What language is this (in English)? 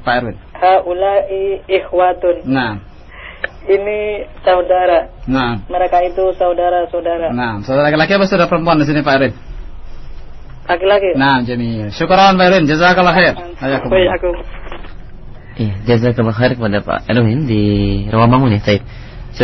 Indonesian